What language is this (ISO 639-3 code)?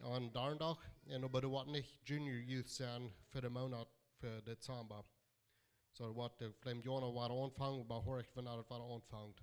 pdt